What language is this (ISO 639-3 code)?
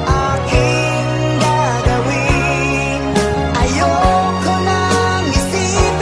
fil